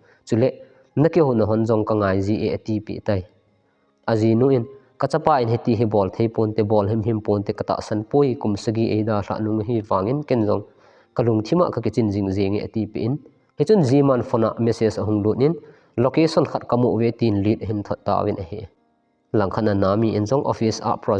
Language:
Thado Chin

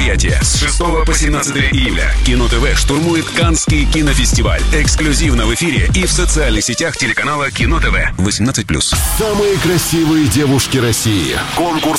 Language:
Russian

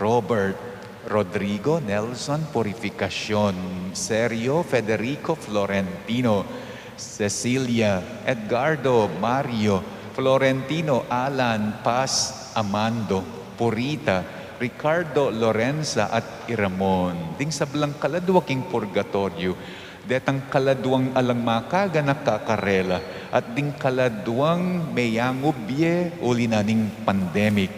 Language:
Pampanga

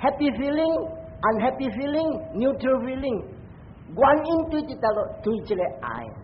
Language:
Min Nan Chinese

